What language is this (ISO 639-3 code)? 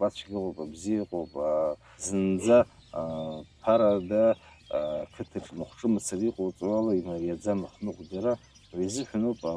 abk